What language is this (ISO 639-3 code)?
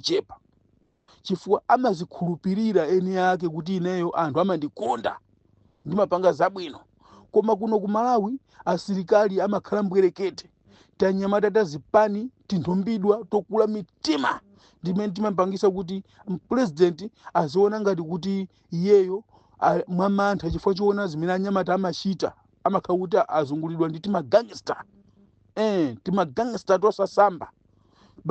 nya